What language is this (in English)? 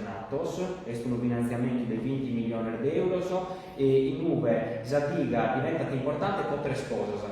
Sardinian